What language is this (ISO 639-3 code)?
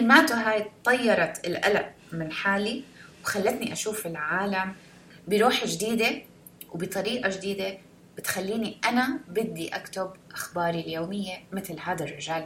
apc